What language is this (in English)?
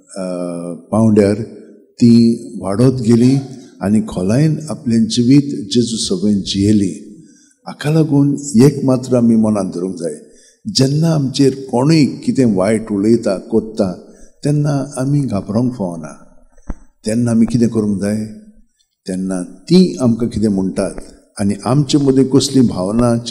Konkani